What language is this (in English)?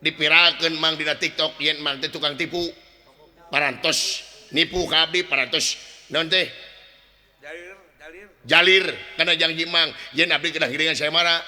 Sundanese